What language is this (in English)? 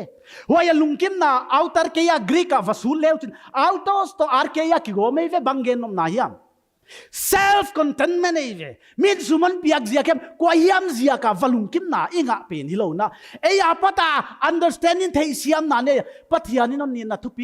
Paite Chin